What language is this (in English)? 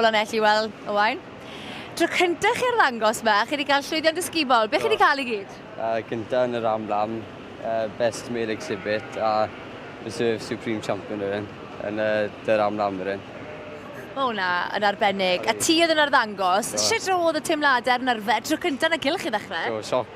Welsh